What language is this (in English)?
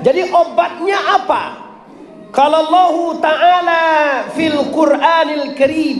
Minangkabau